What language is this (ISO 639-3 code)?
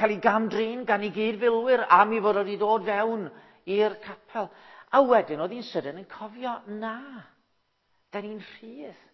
cym